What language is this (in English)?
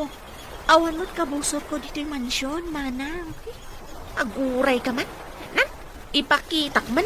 Iloko